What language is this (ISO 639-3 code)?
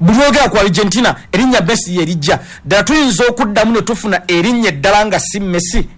lug